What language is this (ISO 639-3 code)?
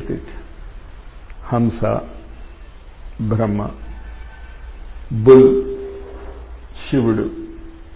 tel